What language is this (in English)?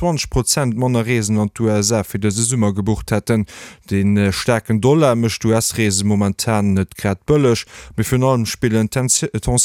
Luxembourgish